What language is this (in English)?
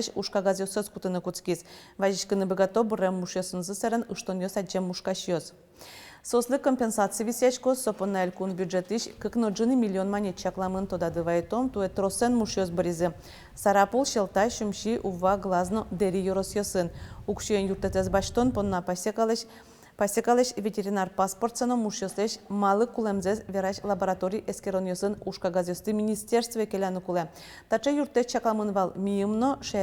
Udmurt